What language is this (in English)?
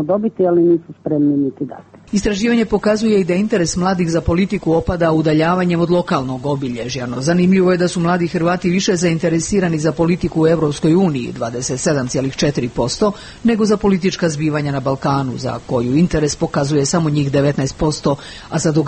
Croatian